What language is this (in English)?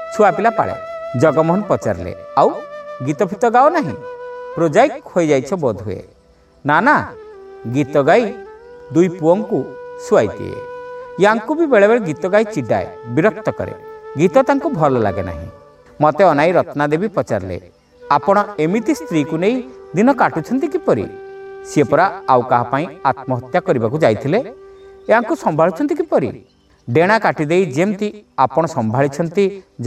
Odia